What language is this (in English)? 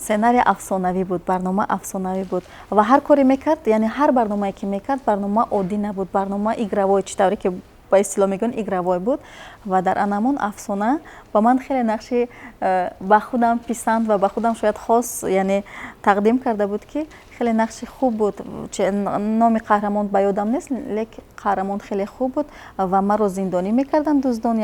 Tajik